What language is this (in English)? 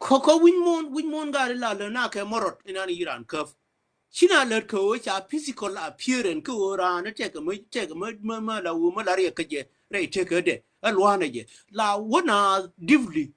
Nuer